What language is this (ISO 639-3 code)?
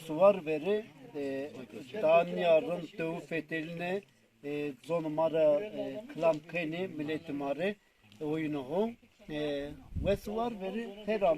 zza